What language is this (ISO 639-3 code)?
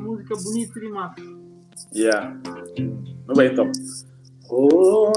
kea